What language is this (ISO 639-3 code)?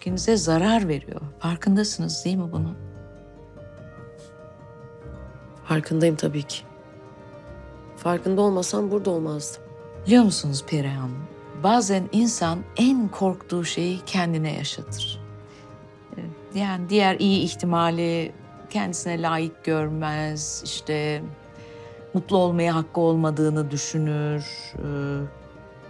tur